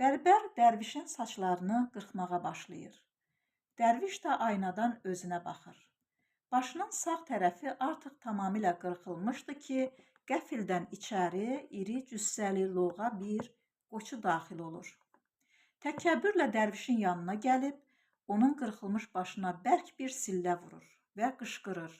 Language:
Azerbaijani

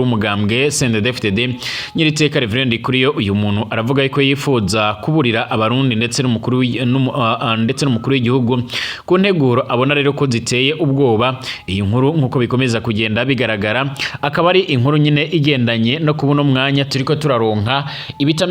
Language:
Rundi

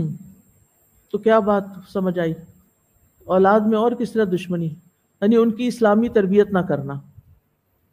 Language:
Urdu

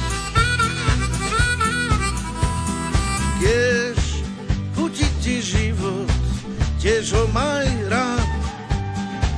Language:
Slovak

